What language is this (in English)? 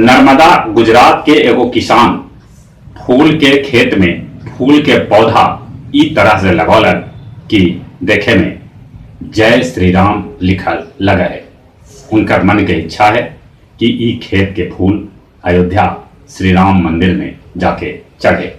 Magahi